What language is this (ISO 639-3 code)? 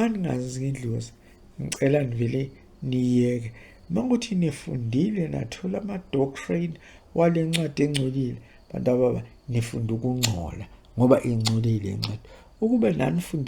zul